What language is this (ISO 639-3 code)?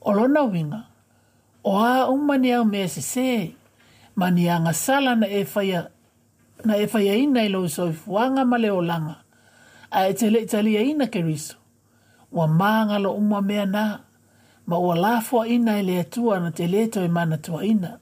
smo